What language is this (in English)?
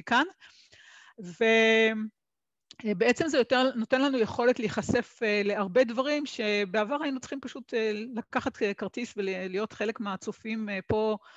Hebrew